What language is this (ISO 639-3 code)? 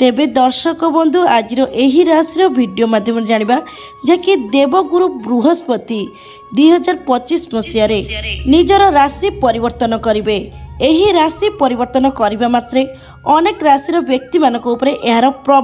ori